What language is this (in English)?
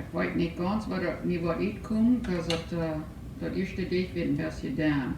Plautdietsch